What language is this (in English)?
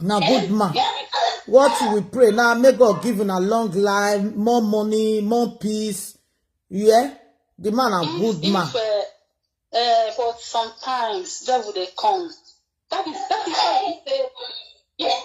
Nigerian Pidgin